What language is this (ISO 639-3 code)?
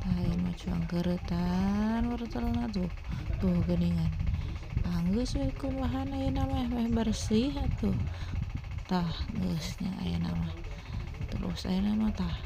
sun